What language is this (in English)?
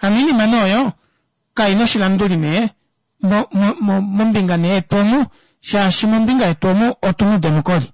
Kuanyama